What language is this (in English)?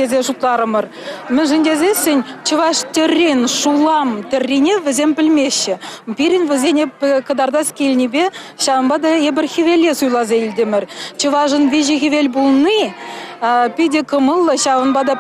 Chuvash